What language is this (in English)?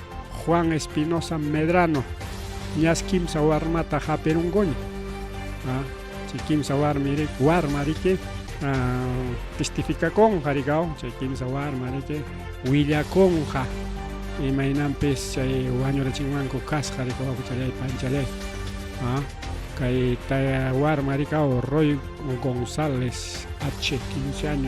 Ayacucho Quechua